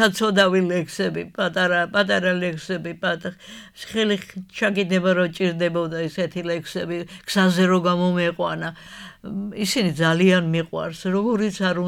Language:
Georgian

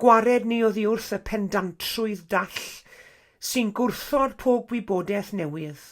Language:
Welsh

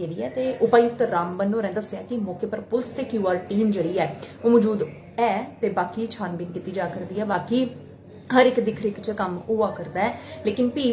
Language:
Dogri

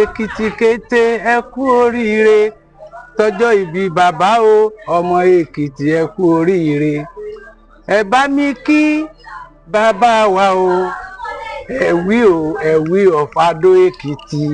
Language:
Yoruba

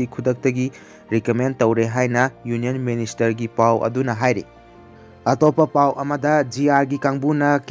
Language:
Manipuri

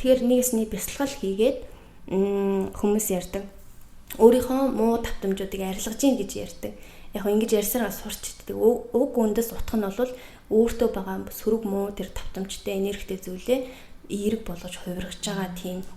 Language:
Mongolian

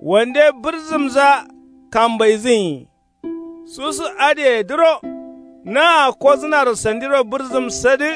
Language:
Kanuri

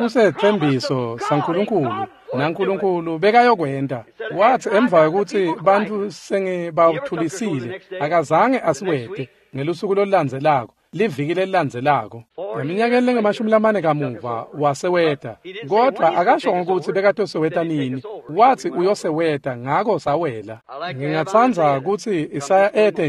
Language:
Swati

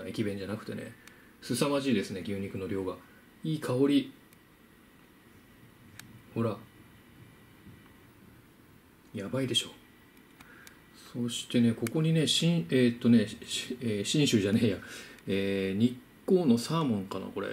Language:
Japanese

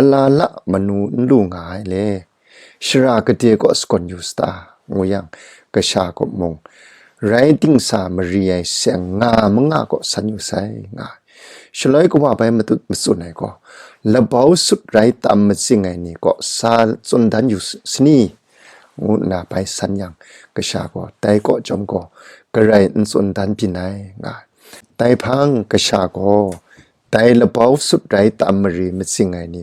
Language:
Kachin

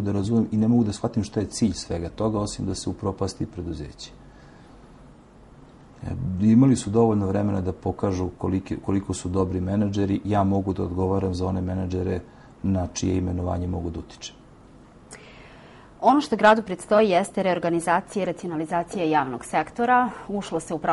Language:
Serbian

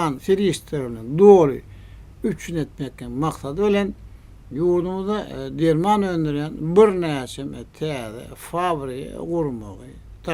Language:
Turkmen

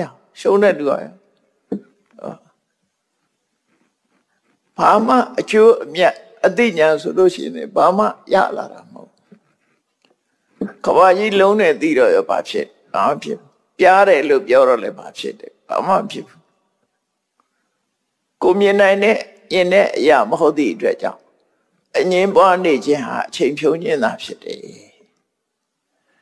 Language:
Burmese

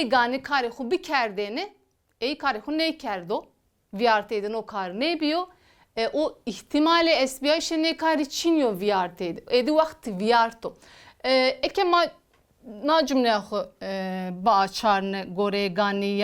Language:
Zaza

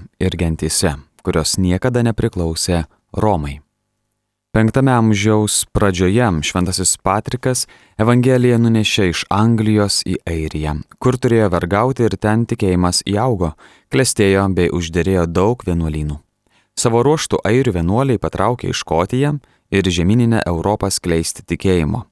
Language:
Lithuanian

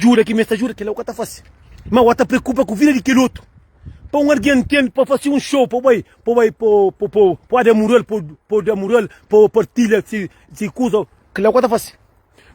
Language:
Kabuverdianu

